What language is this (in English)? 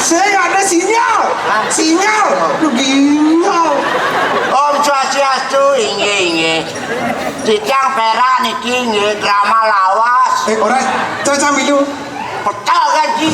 Balinese